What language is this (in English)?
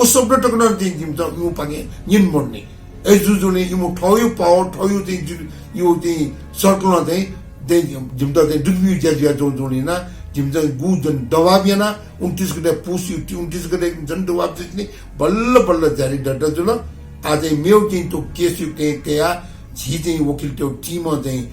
Newari